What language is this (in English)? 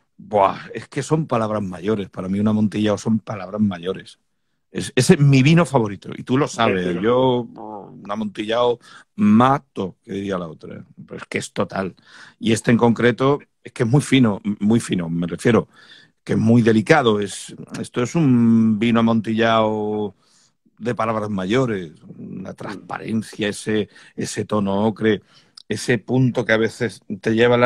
Spanish